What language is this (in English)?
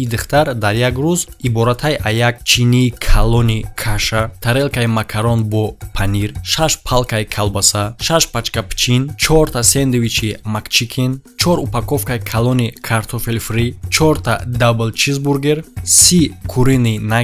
Tajik